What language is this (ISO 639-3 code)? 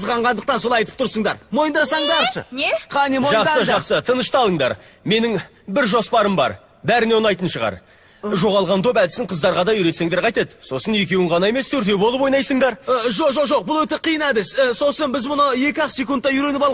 kaz